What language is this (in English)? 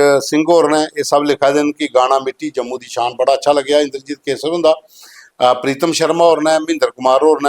Dogri